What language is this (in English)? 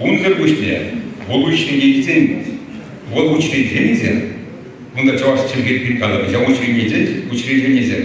Chuvash